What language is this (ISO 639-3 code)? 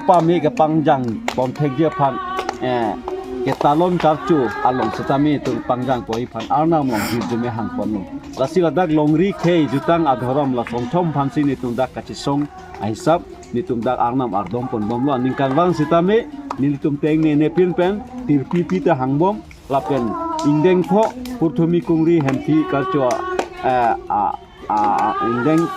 mjw